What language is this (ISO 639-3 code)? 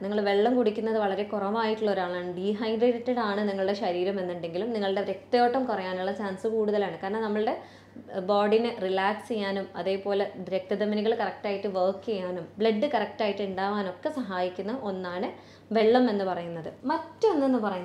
mal